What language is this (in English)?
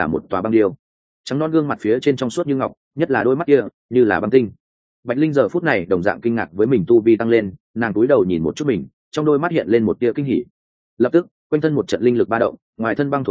Vietnamese